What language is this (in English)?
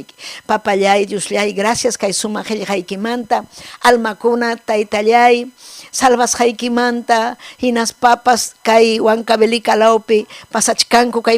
Ayacucho Quechua